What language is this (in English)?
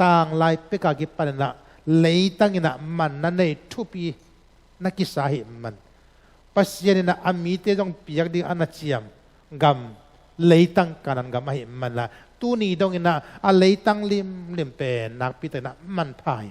Tedim Chin